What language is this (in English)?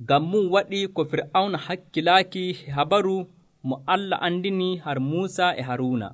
Nigerian Fulfulde